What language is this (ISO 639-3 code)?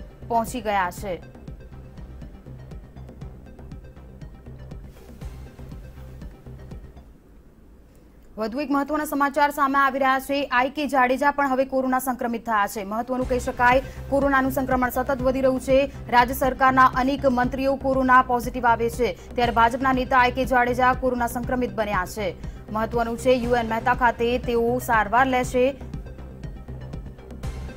guj